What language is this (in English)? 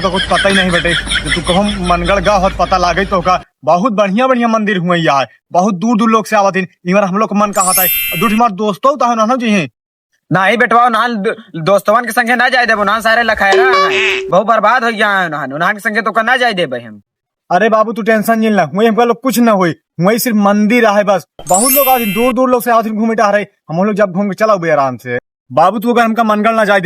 Awadhi